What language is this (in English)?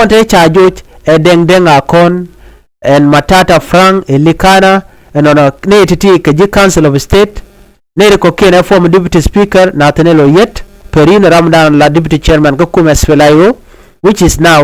Nuer